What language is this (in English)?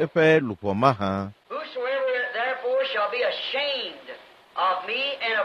Ewe